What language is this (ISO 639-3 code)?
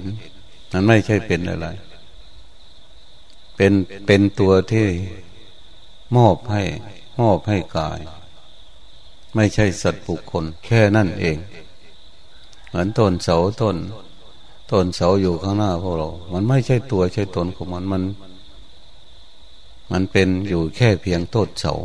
tha